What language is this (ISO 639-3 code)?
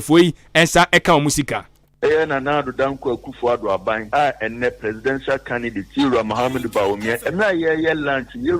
aka